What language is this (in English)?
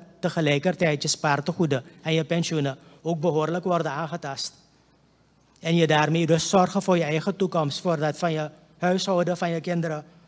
Dutch